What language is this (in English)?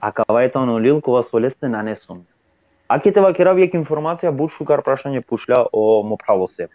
Balkan Romani